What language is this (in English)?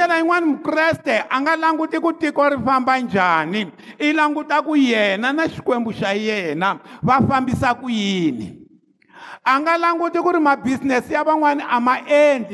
Tsonga